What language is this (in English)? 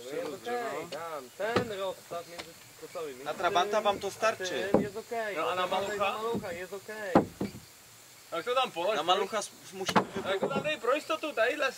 Czech